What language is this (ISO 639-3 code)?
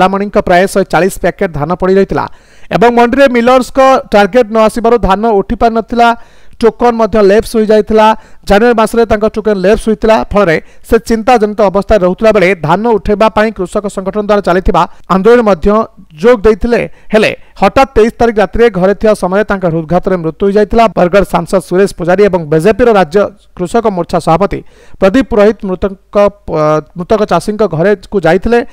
ori